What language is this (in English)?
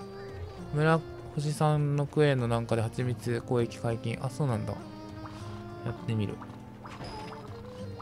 Japanese